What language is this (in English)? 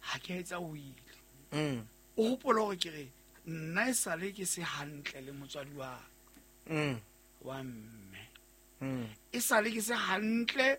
Southern Sotho